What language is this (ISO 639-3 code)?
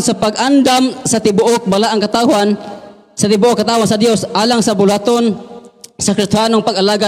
ceb